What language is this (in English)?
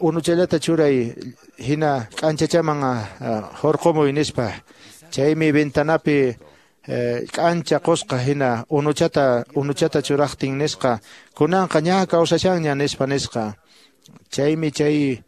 Quechua